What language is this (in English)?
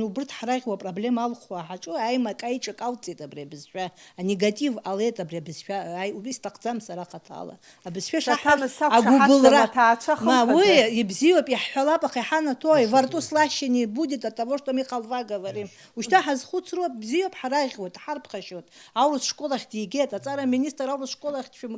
Abkhazian